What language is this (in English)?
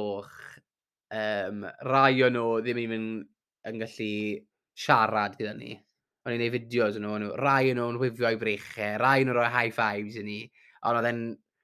Welsh